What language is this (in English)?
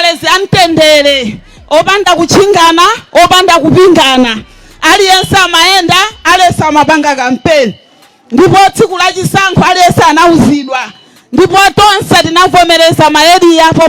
Nyanja